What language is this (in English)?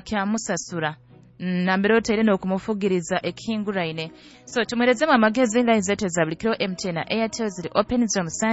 Nyoro